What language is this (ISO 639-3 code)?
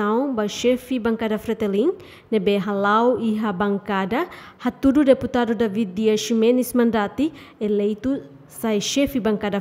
tet